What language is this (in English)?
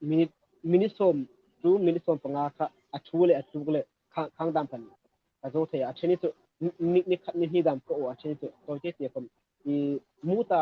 Hmar